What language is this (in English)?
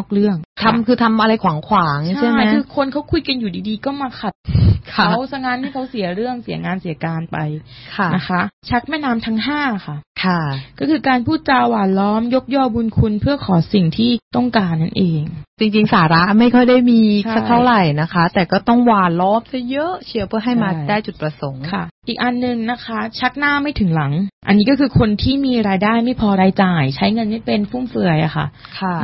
Thai